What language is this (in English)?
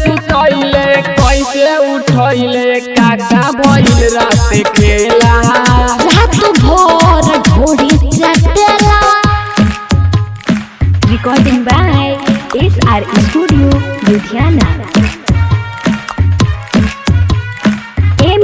Bhojpuri